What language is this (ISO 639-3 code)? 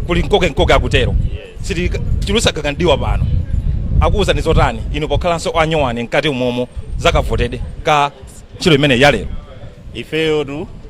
nya